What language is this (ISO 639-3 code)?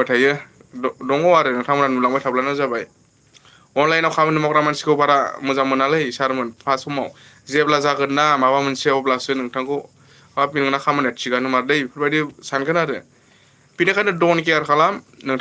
brx